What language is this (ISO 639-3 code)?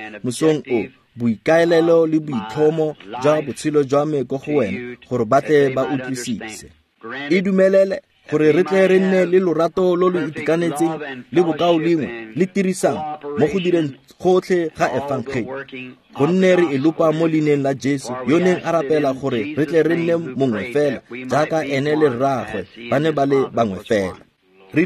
tsn